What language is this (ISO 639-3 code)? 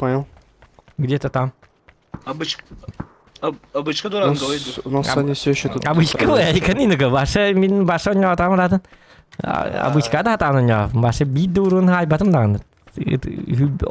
sah